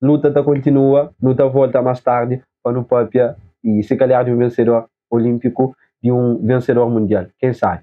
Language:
Kabuverdianu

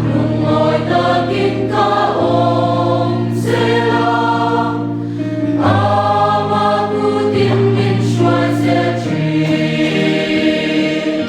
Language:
Mizo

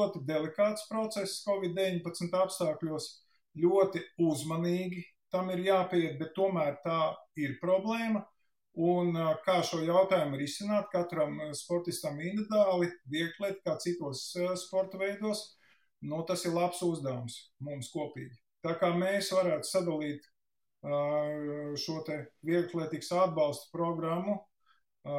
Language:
Latvian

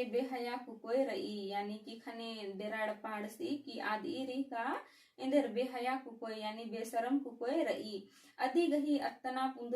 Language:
Kurukh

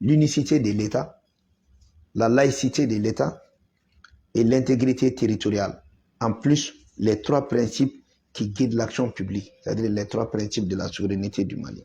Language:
Bambara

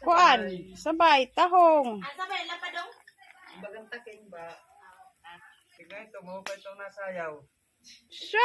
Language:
Waray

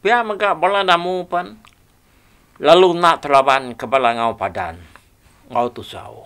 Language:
Iban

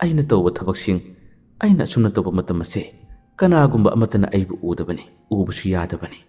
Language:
Manipuri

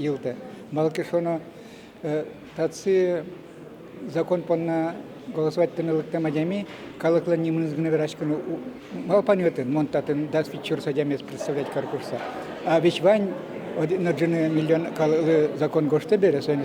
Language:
Udmurt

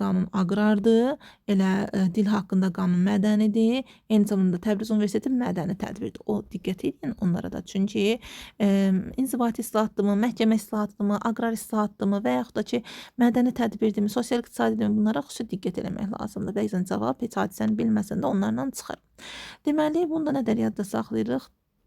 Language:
Azerbaijani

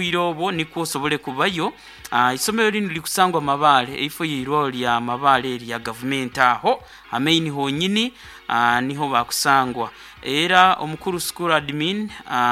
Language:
Nyankole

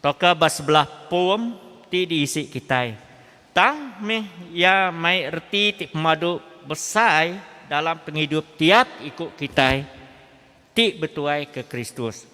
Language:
Iban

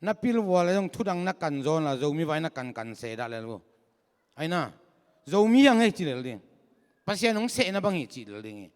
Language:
Tedim Chin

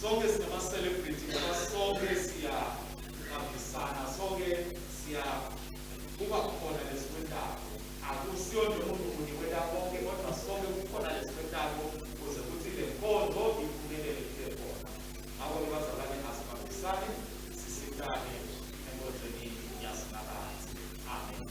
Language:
Swati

